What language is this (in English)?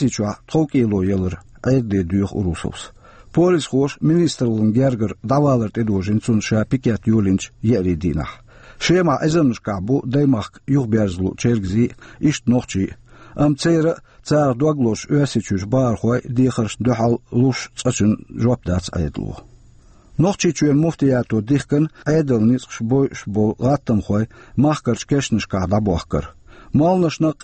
Chechen